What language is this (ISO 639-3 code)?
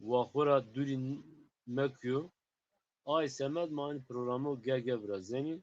zza